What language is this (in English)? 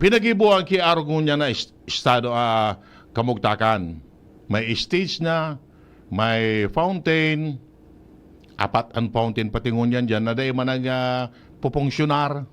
Bikol